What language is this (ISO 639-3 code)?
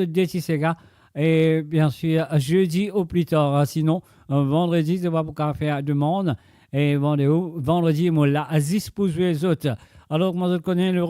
mfe